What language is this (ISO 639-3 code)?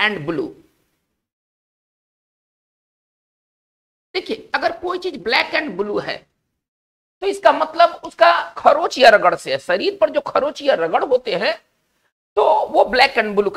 hin